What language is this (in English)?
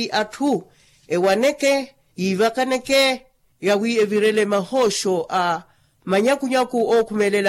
Makhuwa